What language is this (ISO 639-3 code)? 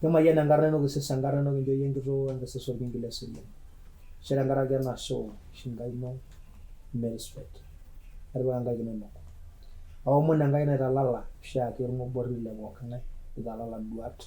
mas